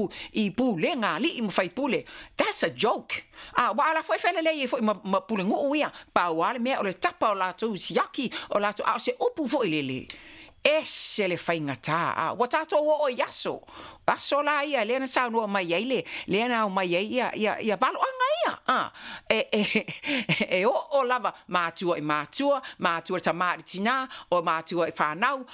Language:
Samoan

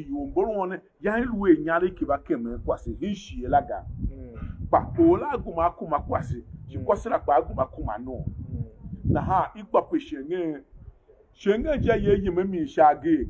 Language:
Tiv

